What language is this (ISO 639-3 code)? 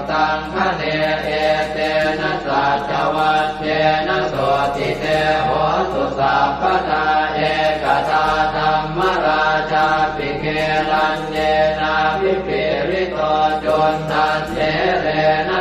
pli